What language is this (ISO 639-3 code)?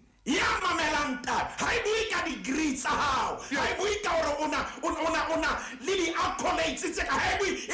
sot